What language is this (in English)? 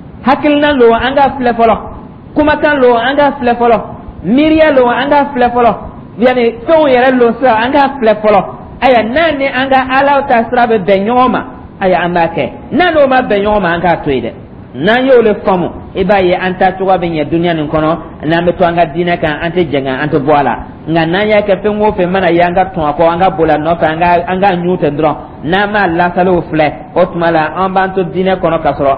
Dyula